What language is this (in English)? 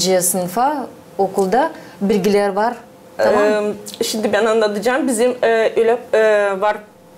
Gagauz